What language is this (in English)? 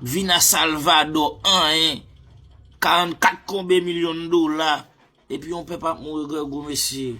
Haitian Creole